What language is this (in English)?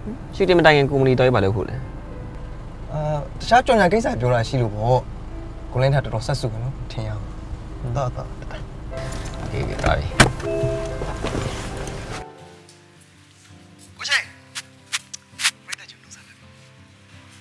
Burmese